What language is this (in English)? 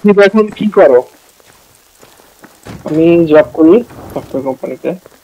Bangla